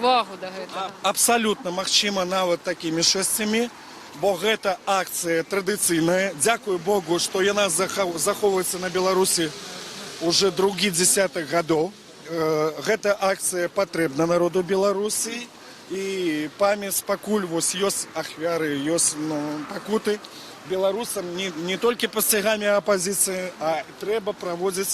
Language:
Belarusian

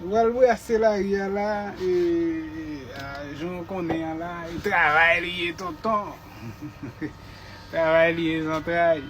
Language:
Haitian Creole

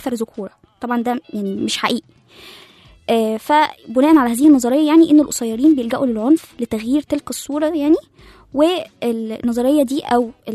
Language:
Egyptian Arabic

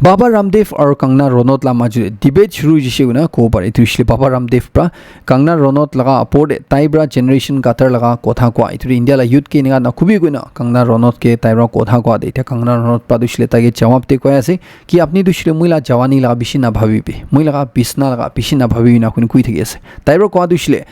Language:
Naga Pidgin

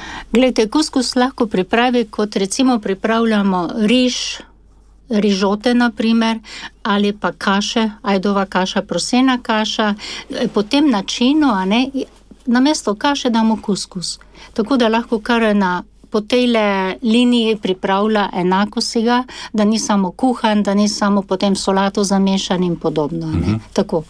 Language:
Slovenian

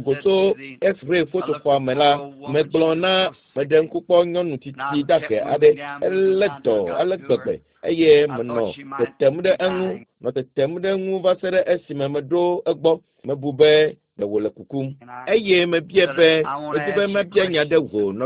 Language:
Ewe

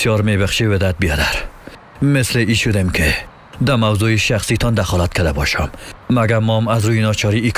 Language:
Persian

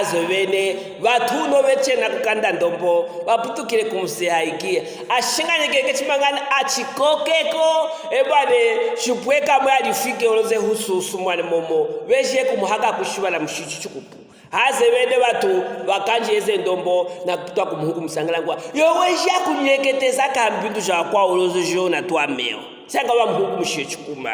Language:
Luvale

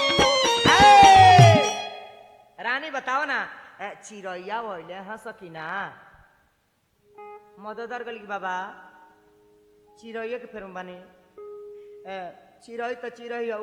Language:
Bhojpuri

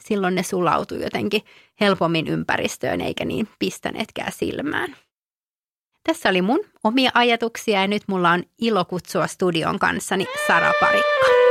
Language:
Finnish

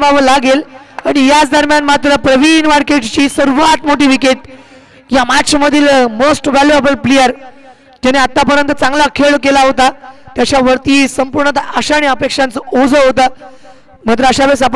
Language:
Marathi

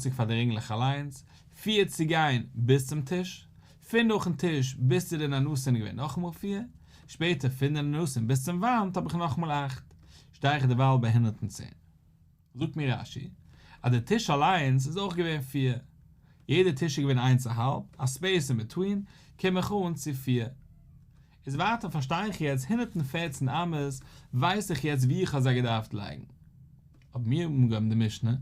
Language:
Yiddish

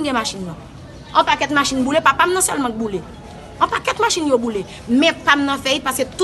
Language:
Haitian Creole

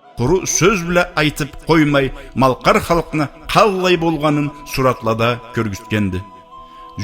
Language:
Karachay-Balkar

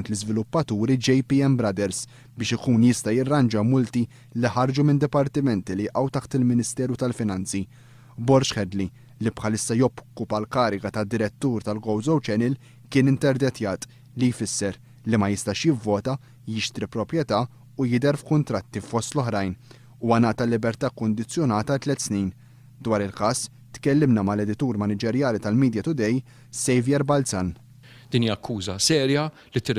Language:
Maltese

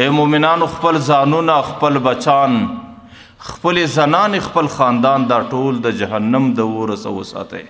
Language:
Pashto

